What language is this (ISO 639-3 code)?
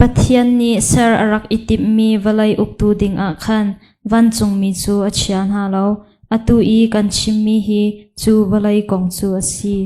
cnh